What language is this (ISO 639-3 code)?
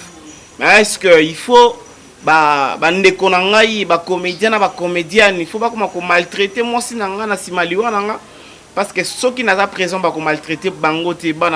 lin